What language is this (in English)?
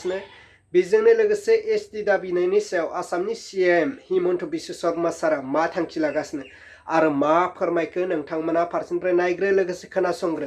Bodo